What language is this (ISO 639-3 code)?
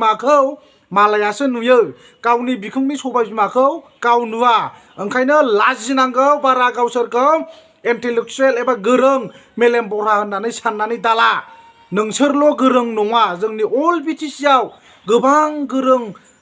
brx